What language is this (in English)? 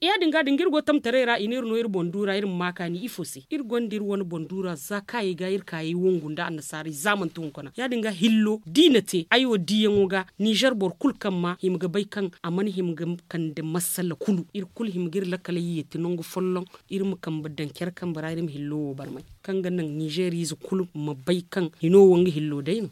Zarma